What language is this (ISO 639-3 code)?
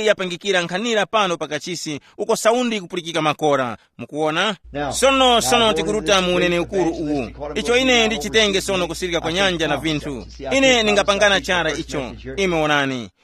tum